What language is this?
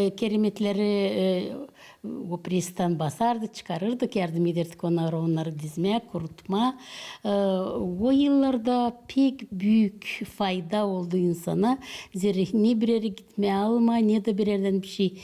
Gagauz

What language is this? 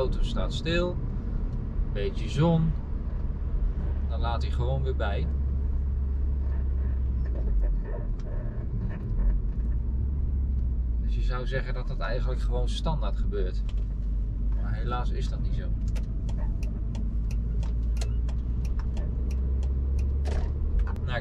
Dutch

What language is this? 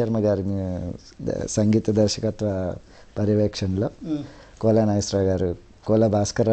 Telugu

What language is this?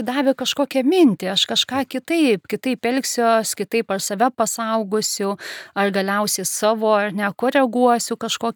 Lithuanian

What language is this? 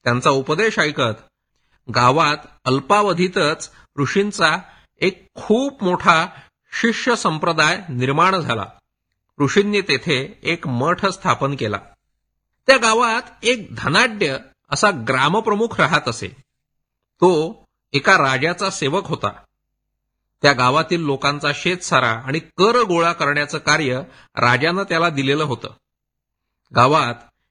Marathi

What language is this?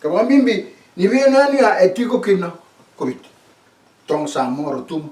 Fijian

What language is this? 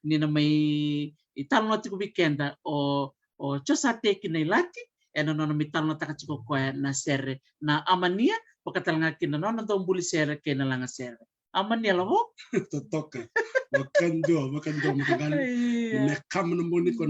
Fijian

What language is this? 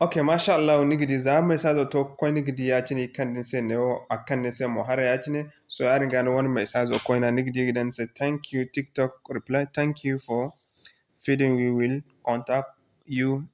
Zarma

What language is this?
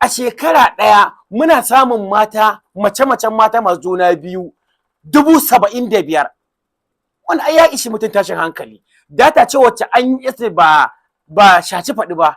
Hausa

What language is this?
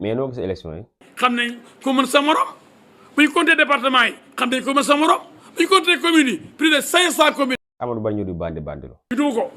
Wolof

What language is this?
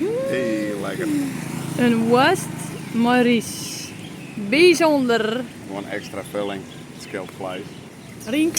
Western Frisian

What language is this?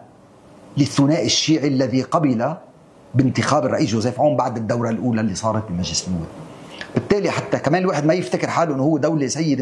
North Levantine Arabic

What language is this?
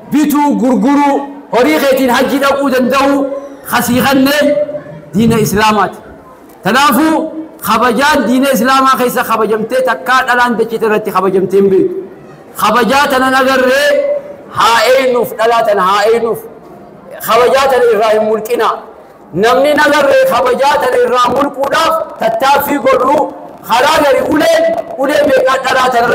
Oromo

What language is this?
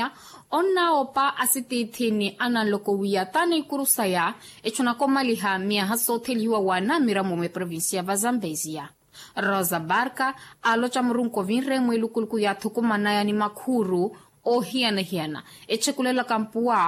Makhuwa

